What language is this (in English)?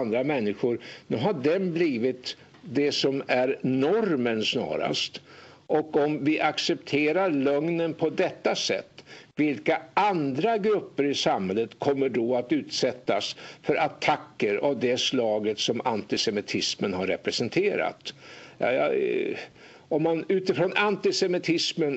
Swedish